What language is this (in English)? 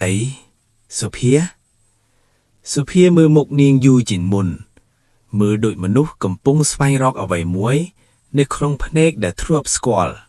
Khmer